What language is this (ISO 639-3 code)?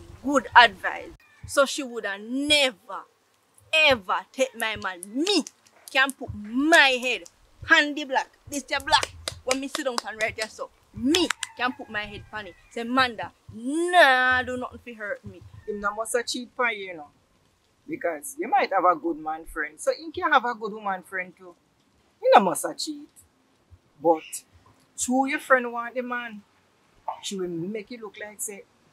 jam